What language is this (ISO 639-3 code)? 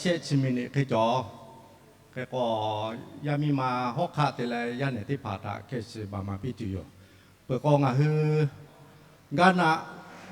lhu